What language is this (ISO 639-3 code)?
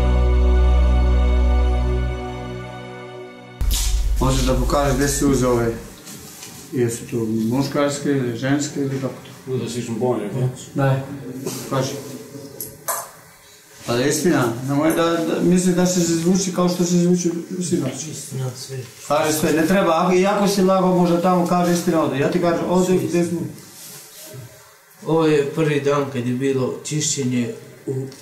srp